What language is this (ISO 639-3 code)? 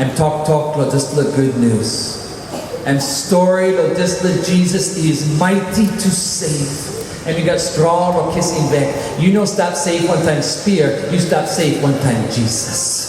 tpi